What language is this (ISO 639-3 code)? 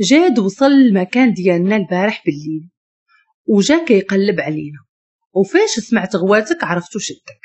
ary